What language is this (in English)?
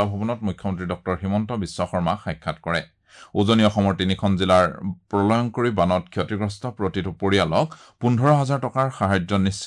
Assamese